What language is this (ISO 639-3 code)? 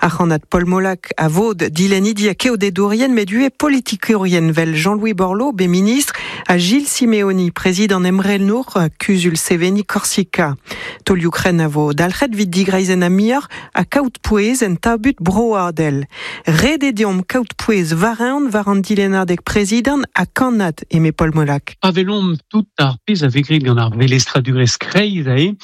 bre